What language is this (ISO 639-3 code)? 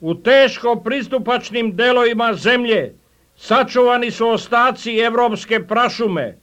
srp